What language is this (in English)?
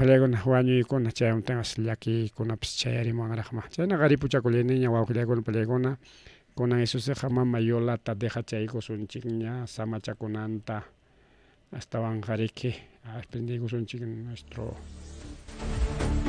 Ayacucho Quechua